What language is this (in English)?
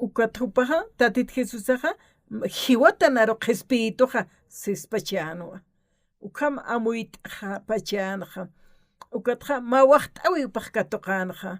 Aymara